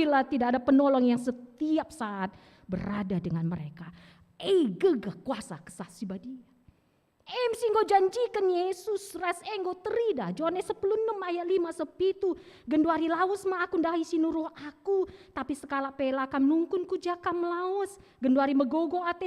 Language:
Batak Karo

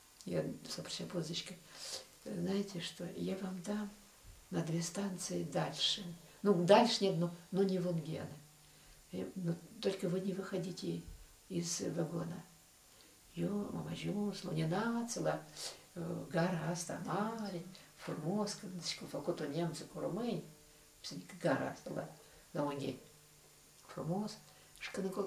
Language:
Romanian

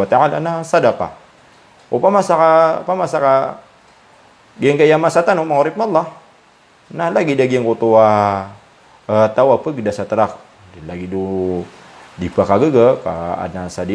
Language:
Maranao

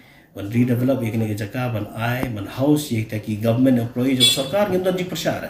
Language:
Khasi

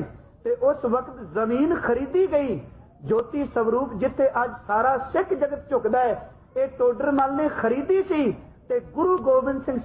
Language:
Punjabi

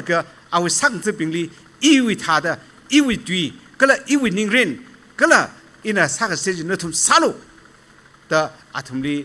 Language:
Tangkhul Naga (India)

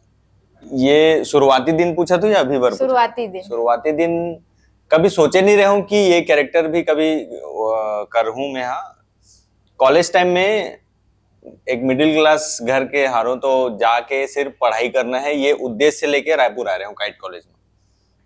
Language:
Chhattisgarhi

